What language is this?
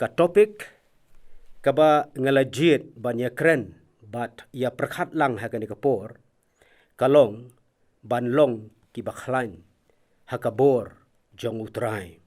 Khasi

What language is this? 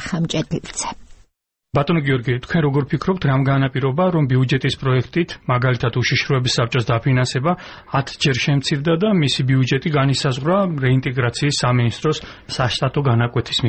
Georgian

